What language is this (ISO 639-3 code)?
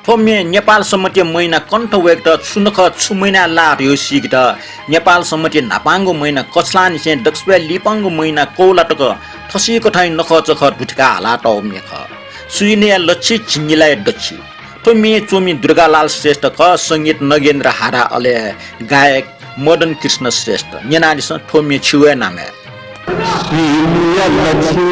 new